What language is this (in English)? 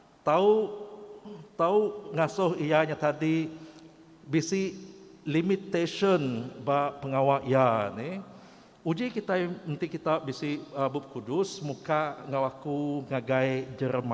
Iban